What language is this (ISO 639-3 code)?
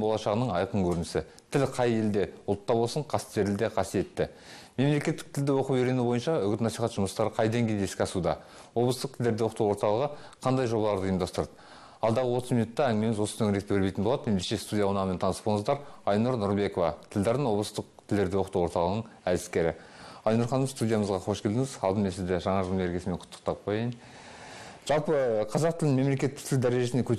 kaz